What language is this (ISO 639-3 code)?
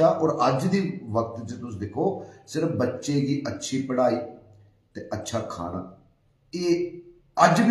doi